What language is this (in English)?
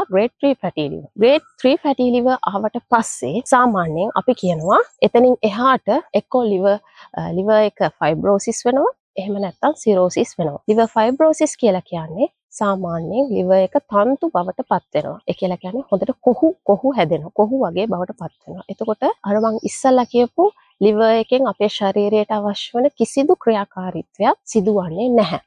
Sinhala